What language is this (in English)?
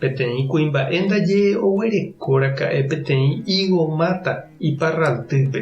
Guarani